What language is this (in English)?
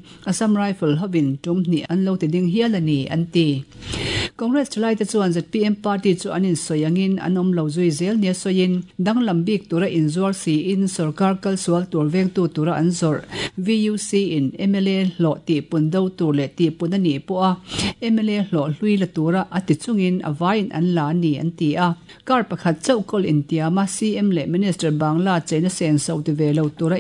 Mizo